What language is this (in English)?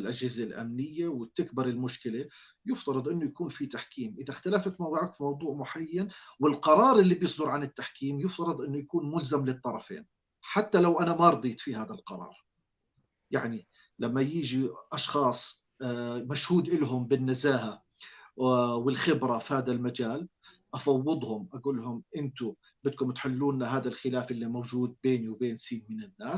North Levantine Arabic